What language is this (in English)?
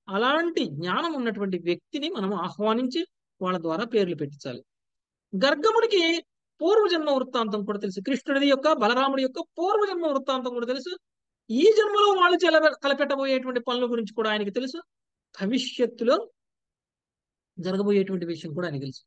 Telugu